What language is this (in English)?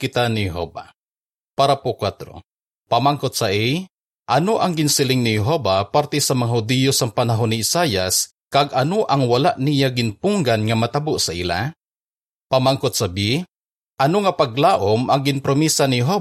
Hiligaynon